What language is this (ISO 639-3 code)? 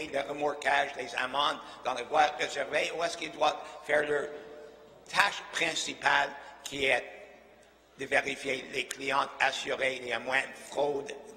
fra